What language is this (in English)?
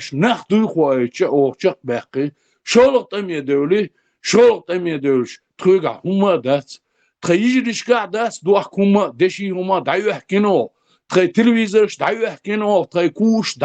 Chechen